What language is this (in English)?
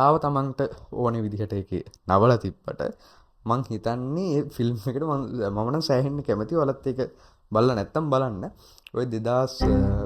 Sinhala